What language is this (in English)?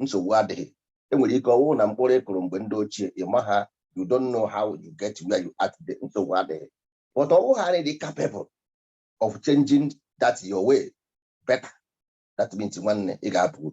Igbo